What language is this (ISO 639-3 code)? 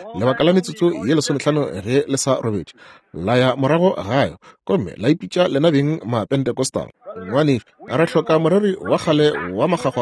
nso